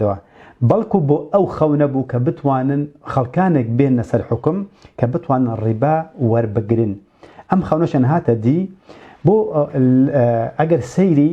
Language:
Central Kurdish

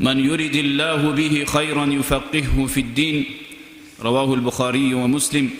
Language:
Kumyk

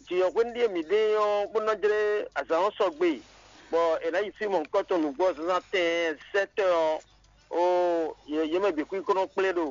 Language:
Fon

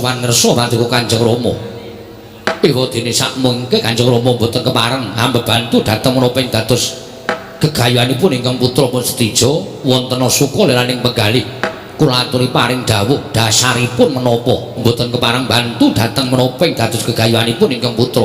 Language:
Javanese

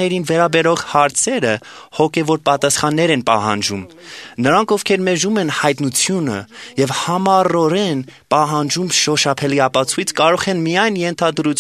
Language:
Armenian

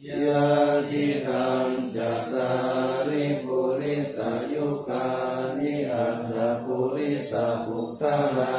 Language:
Pali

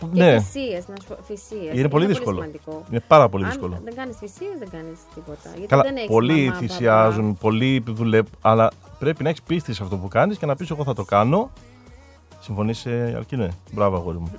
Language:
Greek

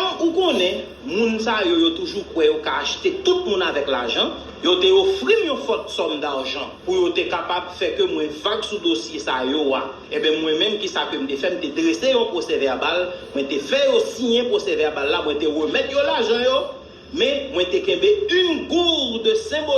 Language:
Haitian Creole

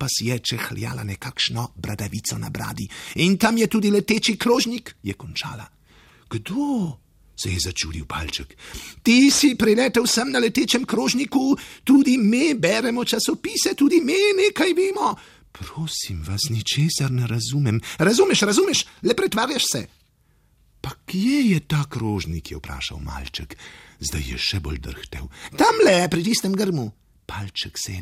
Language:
Slovenian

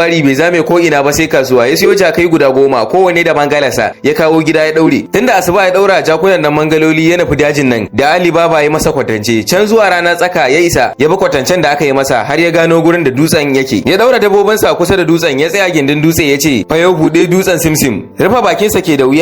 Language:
Hausa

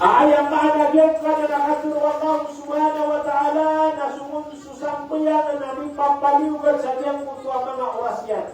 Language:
Maranao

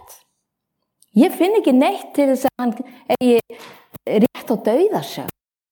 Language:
Icelandic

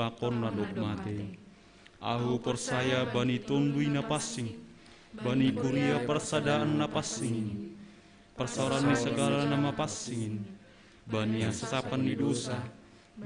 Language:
Batak Simalungun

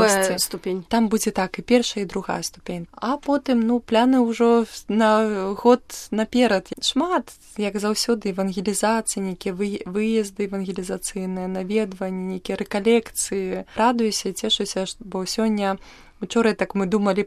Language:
Belarusian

